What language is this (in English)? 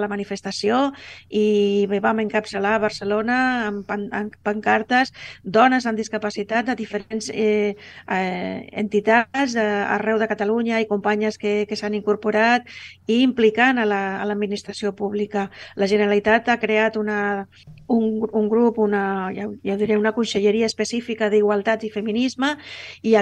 Catalan